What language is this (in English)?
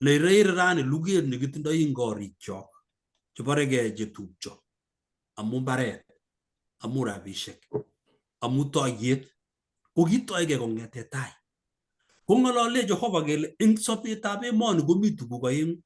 Kalenjin